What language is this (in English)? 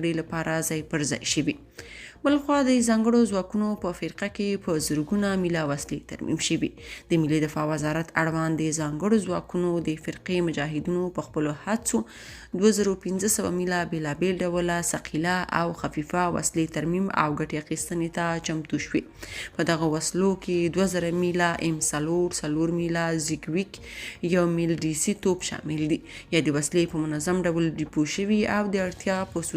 Pashto